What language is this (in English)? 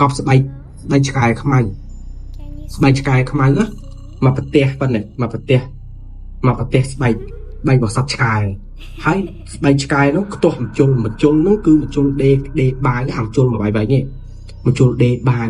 Khmer